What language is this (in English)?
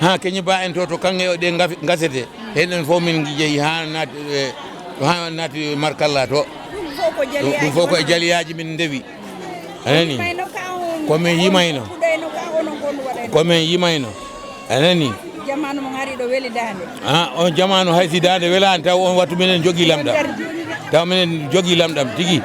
Fula